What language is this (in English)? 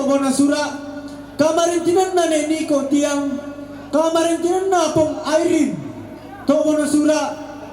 Toraja-Sa'dan